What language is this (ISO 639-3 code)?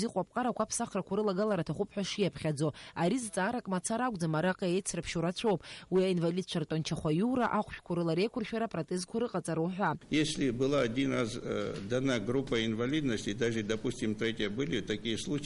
abk